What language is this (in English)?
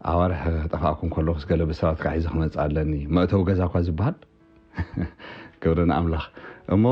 Tigrinya